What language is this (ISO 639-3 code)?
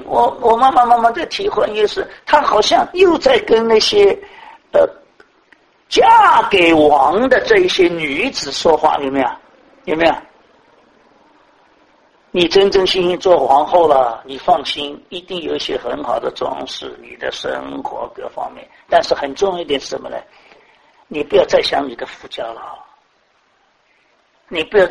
zho